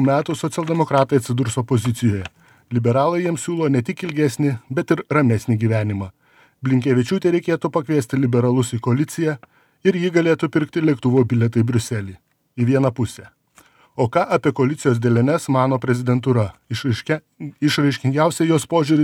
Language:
Lithuanian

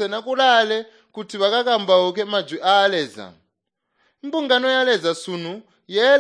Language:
Tonga (Zambia)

